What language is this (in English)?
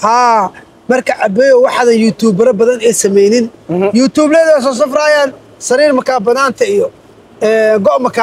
Somali